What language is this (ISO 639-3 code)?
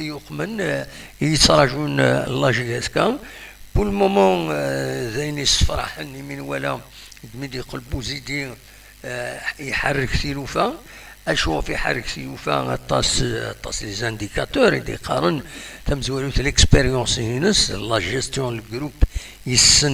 kab